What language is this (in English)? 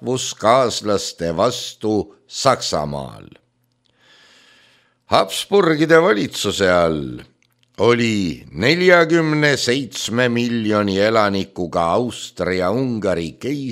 Estonian